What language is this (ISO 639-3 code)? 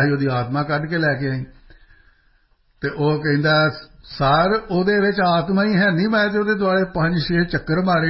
pan